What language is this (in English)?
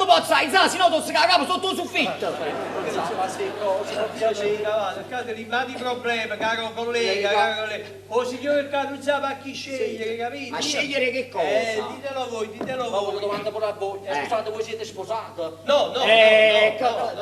Neapolitan